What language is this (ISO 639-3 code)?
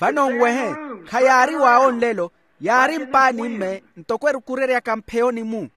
vmw